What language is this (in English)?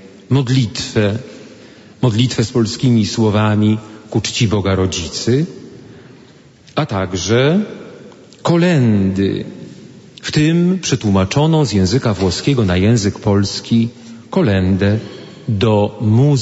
Polish